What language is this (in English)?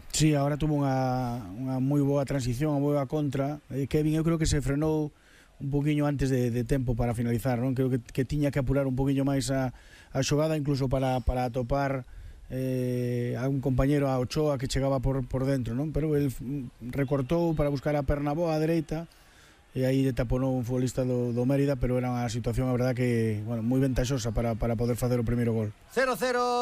Galician